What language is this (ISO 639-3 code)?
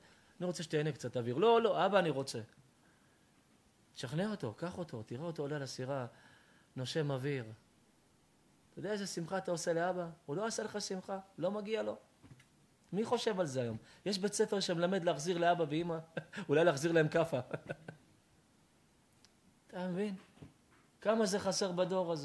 heb